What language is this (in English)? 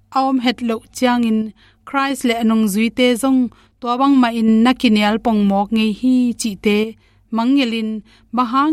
Tedim Chin